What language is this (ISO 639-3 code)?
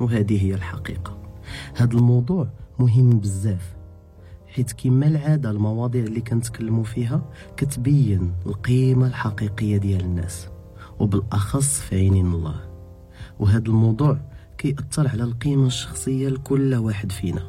ary